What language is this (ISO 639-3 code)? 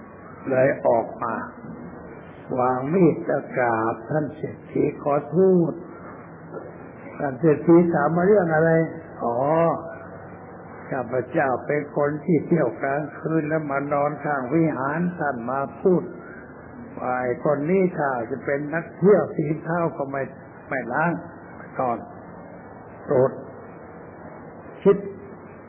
tha